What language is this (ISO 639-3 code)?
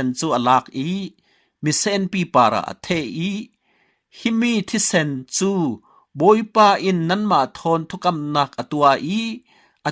cfm